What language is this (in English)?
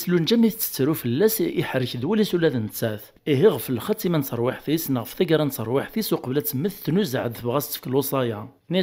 Kabyle